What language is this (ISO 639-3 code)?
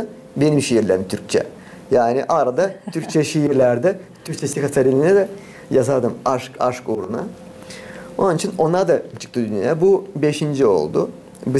gag